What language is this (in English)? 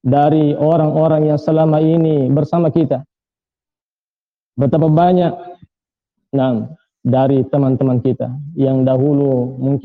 Indonesian